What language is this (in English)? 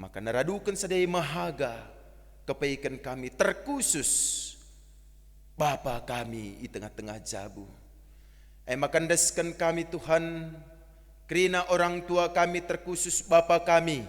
Batak Karo